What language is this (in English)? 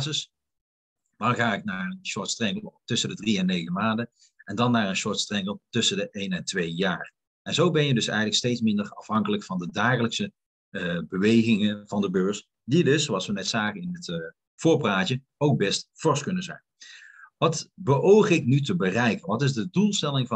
Dutch